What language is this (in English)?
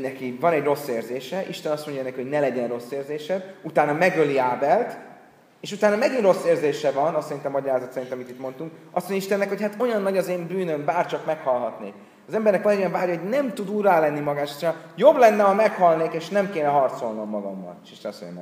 Hungarian